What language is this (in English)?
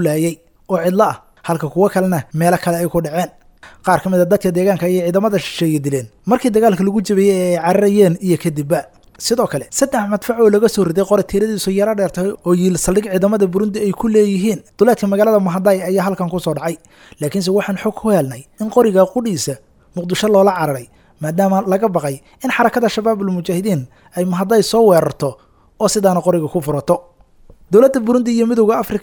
Somali